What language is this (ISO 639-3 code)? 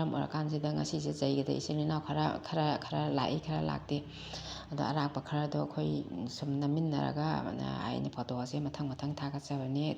mni